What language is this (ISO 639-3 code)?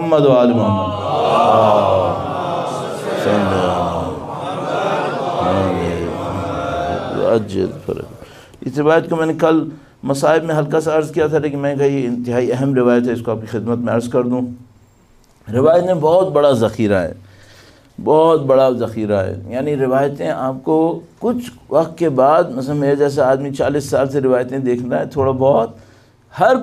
urd